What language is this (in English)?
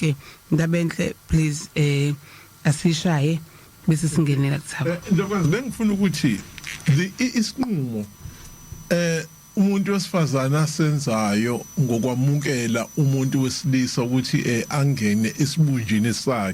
Zulu